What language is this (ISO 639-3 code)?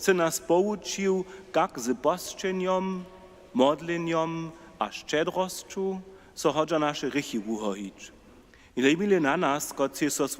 hsb